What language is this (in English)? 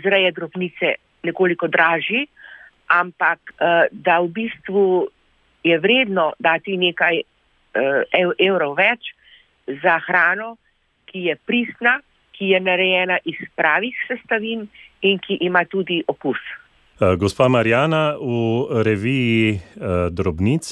Slovenian